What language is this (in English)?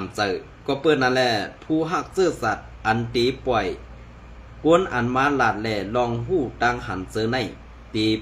Shan